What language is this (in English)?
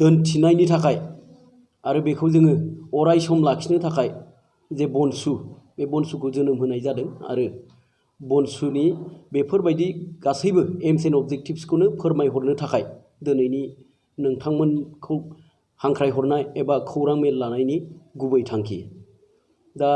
Bodo